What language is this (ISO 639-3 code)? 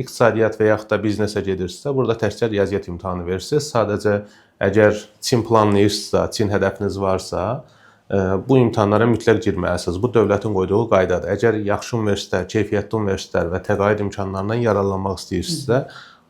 aze